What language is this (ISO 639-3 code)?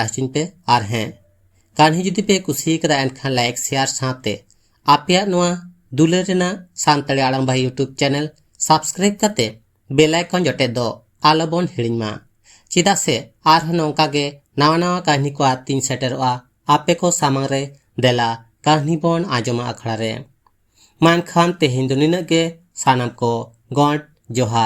sat